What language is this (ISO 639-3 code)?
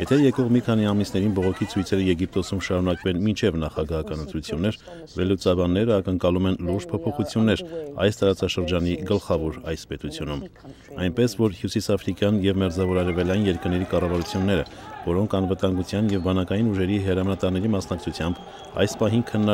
hye